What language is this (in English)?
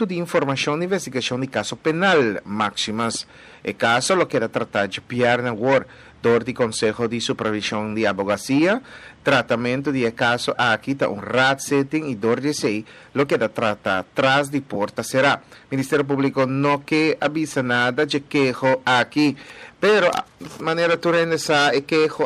Papiamento